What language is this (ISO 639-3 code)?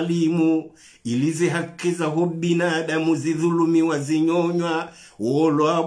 zdj